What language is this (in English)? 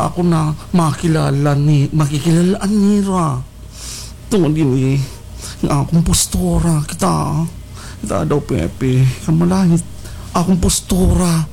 Waray